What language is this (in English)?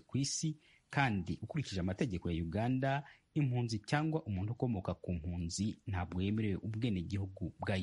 Kinyarwanda